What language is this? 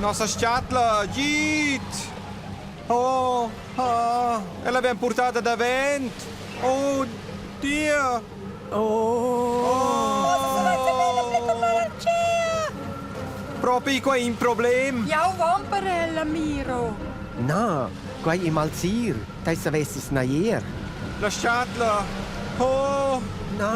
Romansh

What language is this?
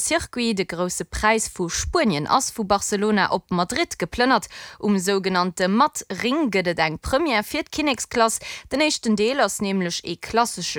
Luxembourgish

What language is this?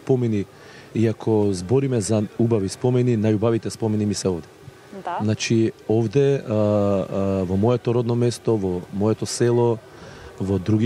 Macedonian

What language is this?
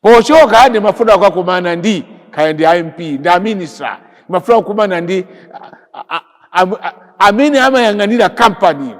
Nyanja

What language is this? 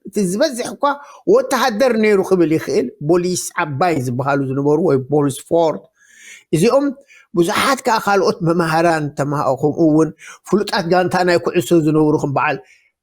Tigrinya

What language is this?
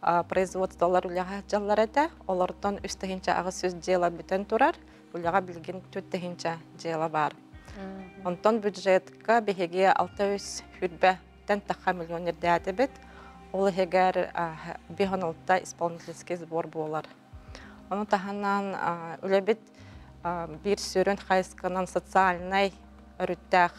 Yakut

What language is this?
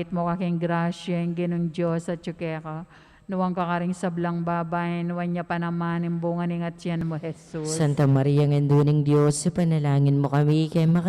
Pampanga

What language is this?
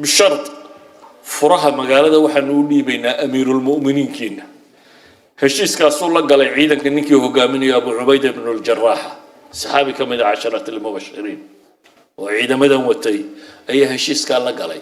Somali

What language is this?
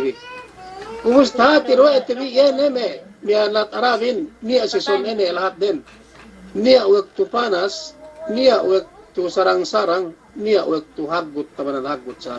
Yakan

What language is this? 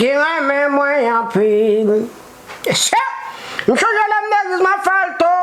Haitian Creole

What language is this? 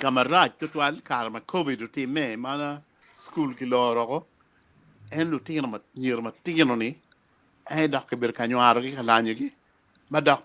Acoli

